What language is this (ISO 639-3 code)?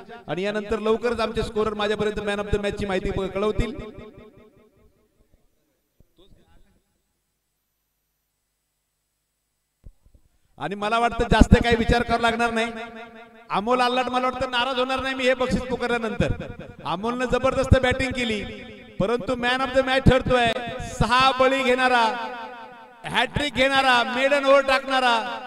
mar